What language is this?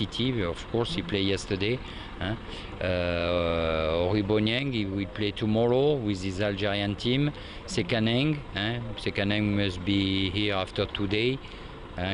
Tswana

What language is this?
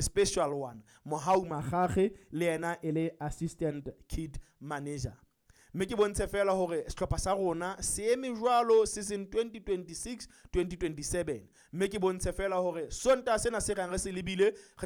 Southern Sotho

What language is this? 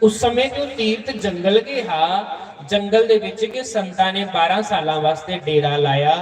Dogri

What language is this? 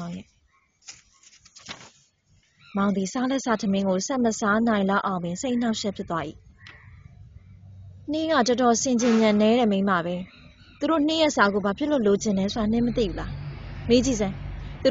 Burmese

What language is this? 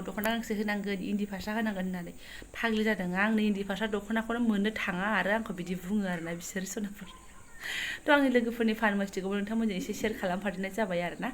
Bodo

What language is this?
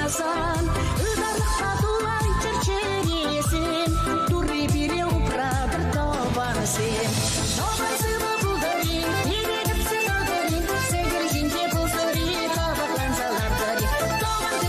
Chuvash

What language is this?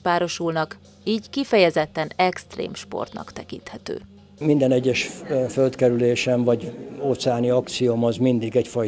Hungarian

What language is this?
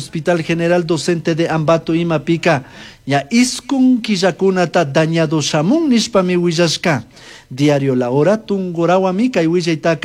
Chimborazo Highland Quichua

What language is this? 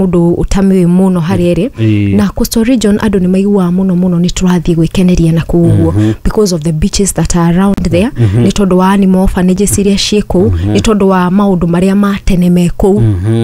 Kikuyu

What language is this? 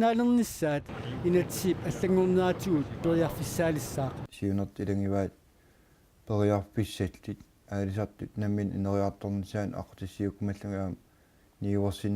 Kalaallisut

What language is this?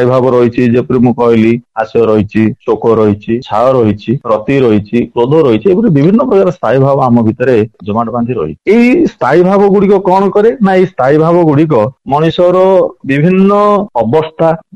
Odia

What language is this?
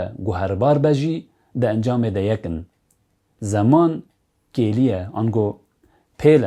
Kurdish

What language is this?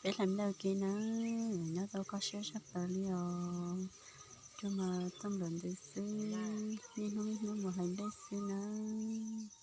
Hmong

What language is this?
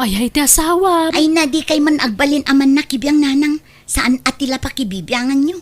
Iloko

